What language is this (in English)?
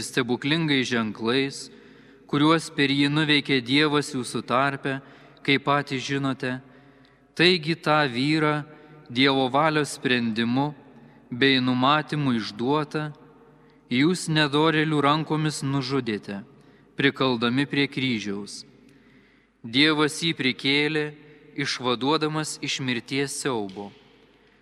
Lithuanian